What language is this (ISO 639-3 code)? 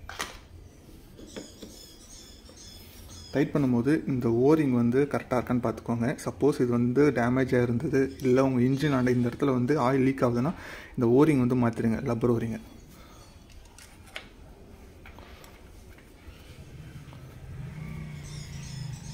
tam